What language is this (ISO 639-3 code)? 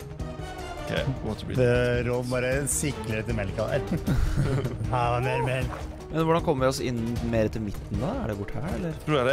nor